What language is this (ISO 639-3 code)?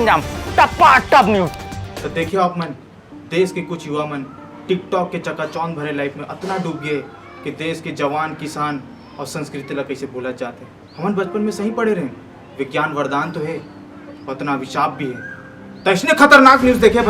hne